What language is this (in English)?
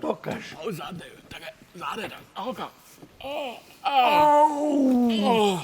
Upper Sorbian